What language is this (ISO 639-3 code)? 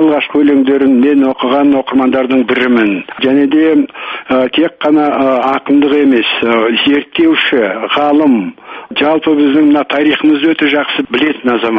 kaz